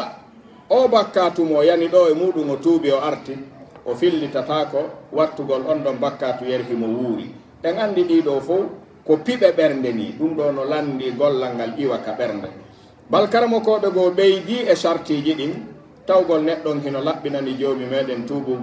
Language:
Pular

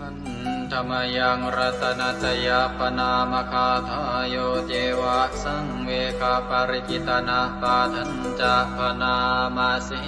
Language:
Pali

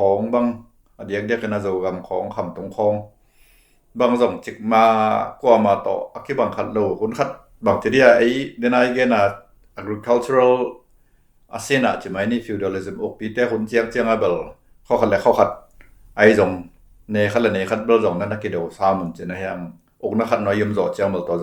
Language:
Tedim Chin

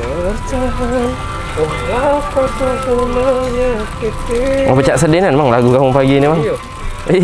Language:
Musi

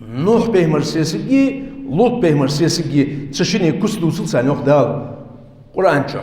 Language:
Ingush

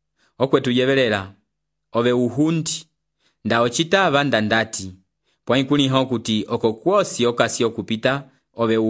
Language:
Umbundu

